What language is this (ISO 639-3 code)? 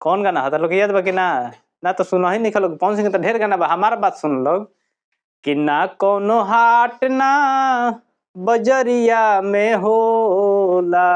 bho